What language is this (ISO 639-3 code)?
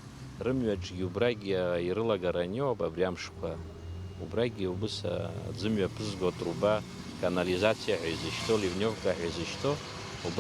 abk